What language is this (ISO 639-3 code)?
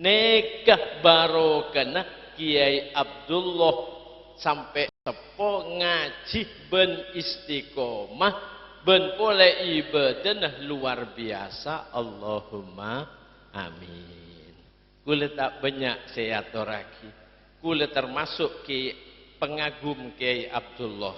mad